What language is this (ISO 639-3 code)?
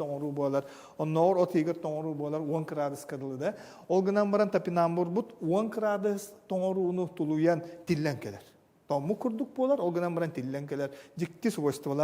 sah